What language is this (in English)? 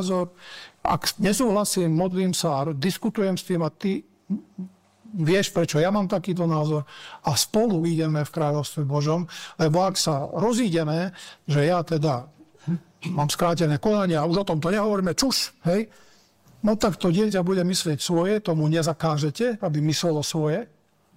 Slovak